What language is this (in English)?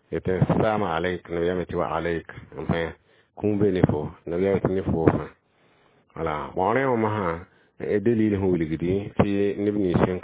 Mossi